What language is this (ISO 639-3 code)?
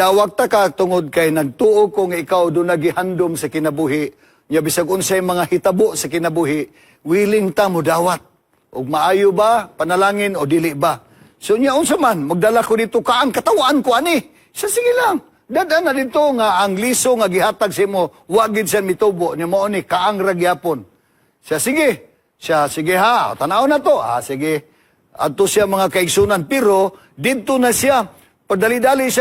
ceb